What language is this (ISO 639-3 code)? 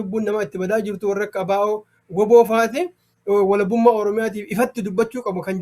orm